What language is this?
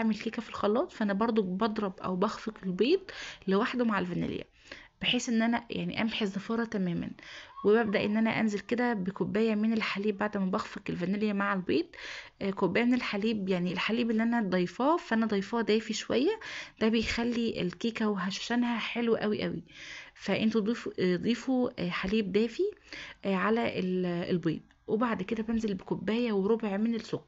Egyptian Arabic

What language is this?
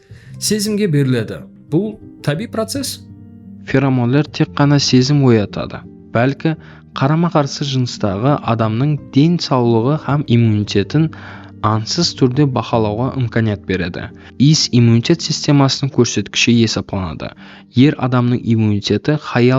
Kara-Kalpak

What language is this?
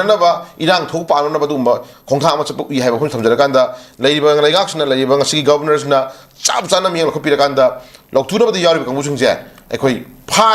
Manipuri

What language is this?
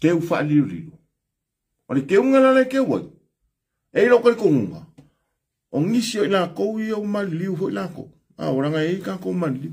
Samoan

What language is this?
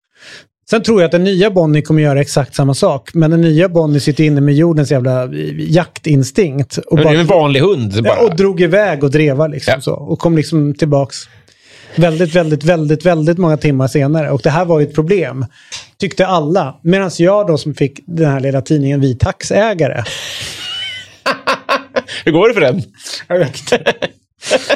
Swedish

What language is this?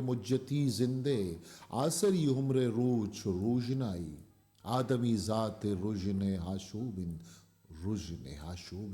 Eastern Balochi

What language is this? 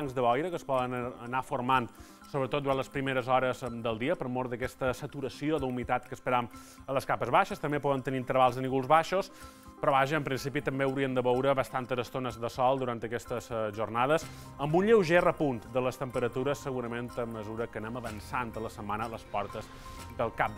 Catalan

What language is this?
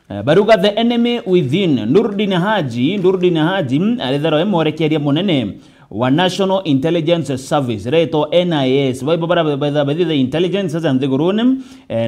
Meru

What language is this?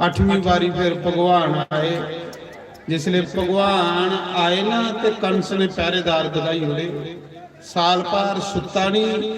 Dogri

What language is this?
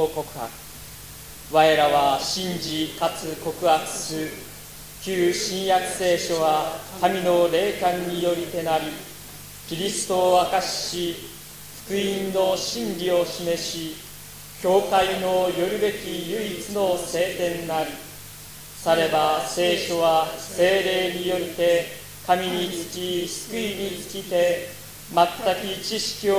Japanese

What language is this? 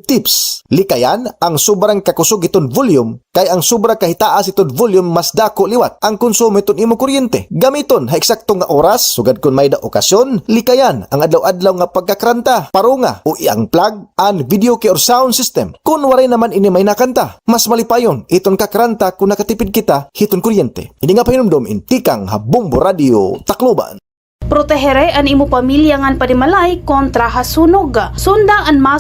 Waray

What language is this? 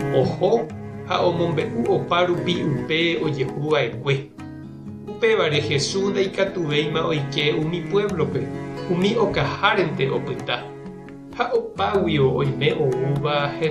Guarani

